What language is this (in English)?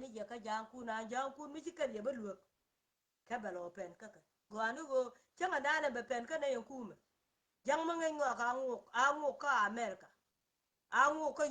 Nuer